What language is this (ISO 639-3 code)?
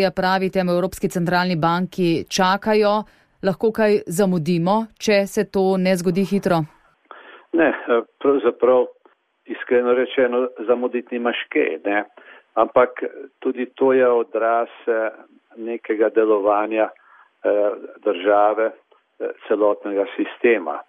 slv